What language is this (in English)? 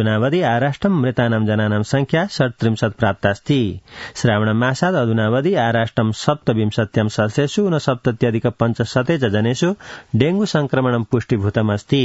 Sanskrit